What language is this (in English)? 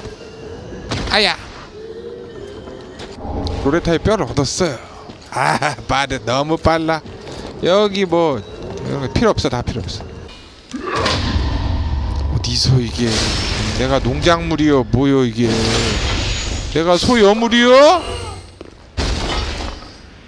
Korean